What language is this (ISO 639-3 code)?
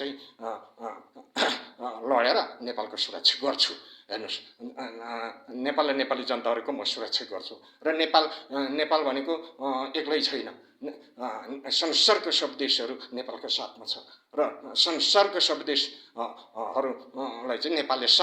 nep